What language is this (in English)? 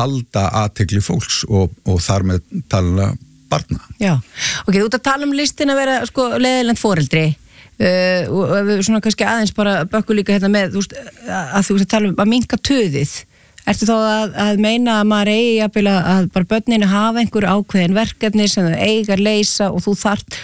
Icelandic